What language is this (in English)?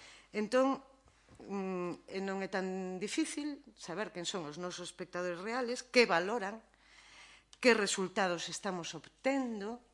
Galician